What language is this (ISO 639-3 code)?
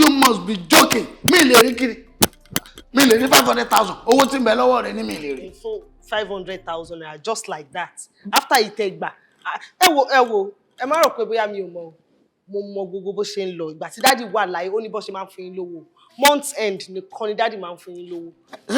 yor